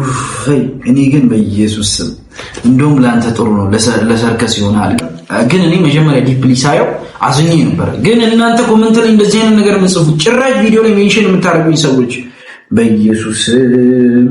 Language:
Amharic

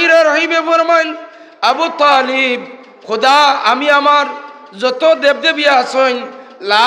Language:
Sylheti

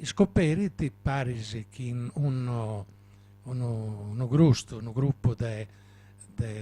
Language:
Sardinian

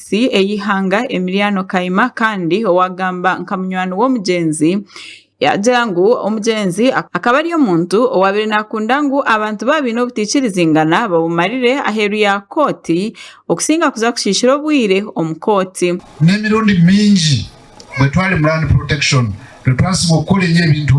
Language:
Nyankole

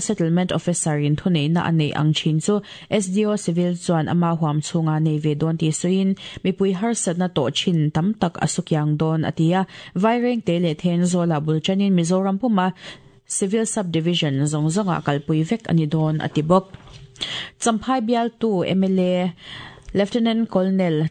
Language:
Mizo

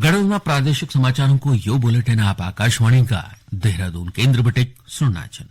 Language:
Garhwali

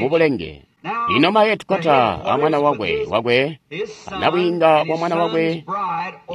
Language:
Tonga (Zambia)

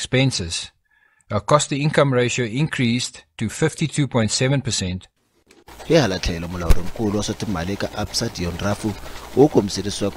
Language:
Tsonga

